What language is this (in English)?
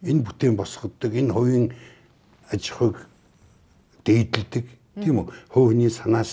Mongolian